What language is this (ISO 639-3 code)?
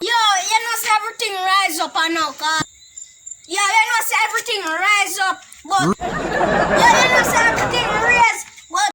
jam